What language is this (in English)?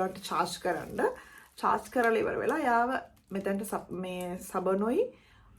Sinhala